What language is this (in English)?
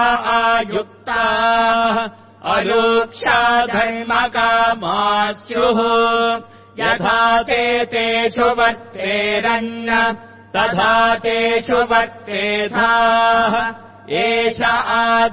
Sanskrit